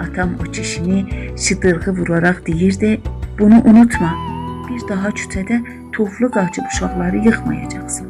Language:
South Azerbaijani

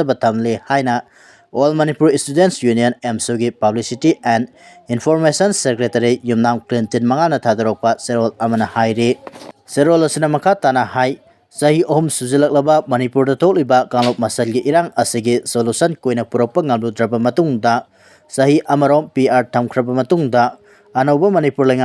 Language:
Manipuri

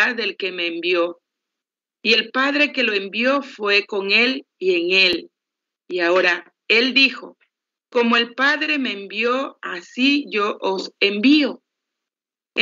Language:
Spanish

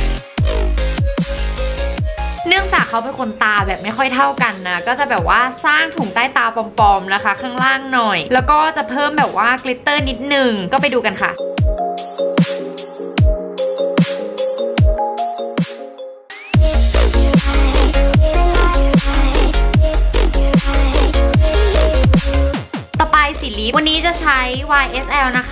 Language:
Thai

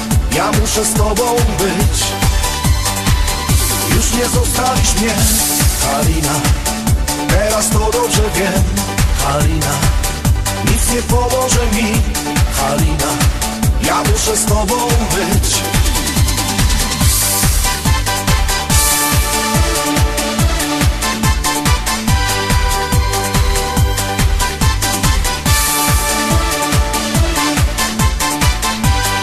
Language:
Polish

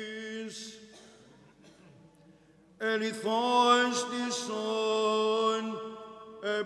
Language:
Greek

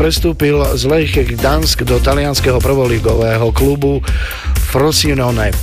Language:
Slovak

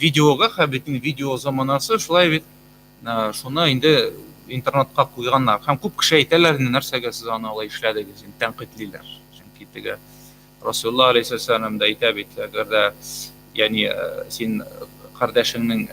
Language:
Tatar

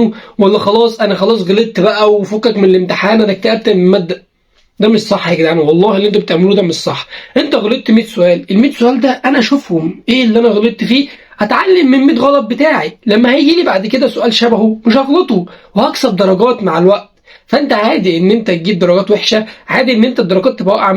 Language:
Egyptian Arabic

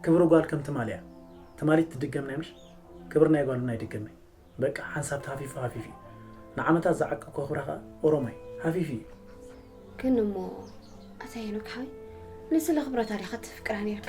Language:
Tigrinya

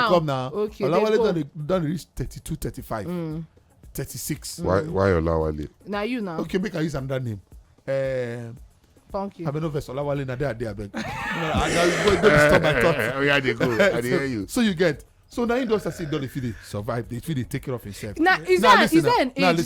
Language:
Nigerian Pidgin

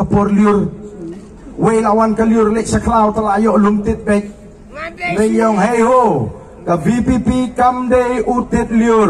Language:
Khasi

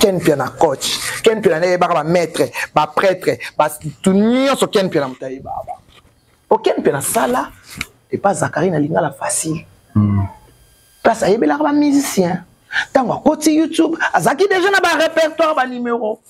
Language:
Lingala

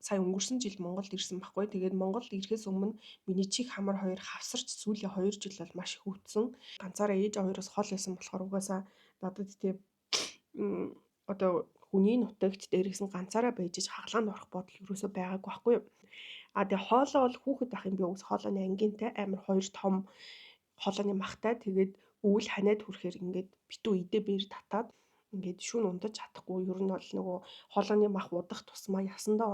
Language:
Mongolian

